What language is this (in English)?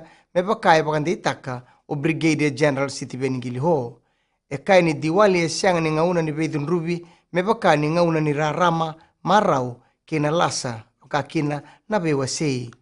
Fijian